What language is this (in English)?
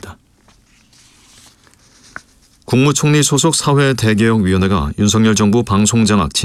Korean